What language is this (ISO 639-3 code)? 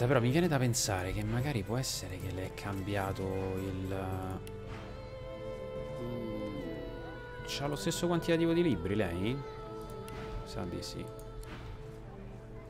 ita